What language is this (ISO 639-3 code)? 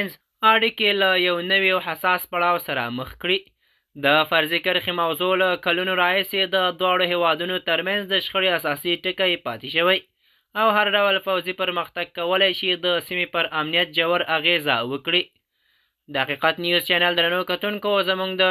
pus